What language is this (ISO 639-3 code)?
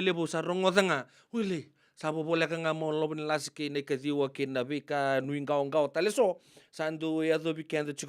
fij